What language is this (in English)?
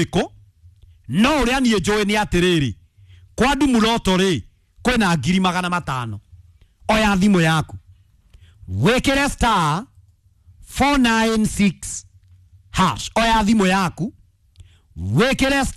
Kikuyu